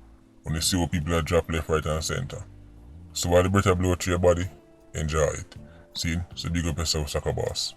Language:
Jamaican Creole English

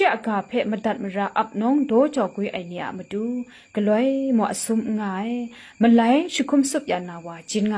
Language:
Kachin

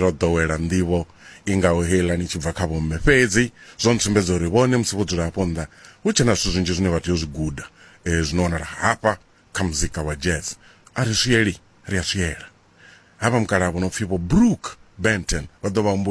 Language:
Venda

